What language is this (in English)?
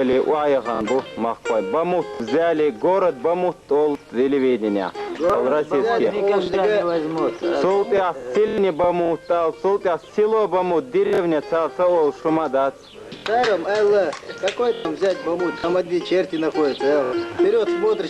Chechen